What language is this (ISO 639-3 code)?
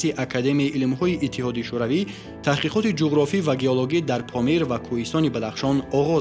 tgk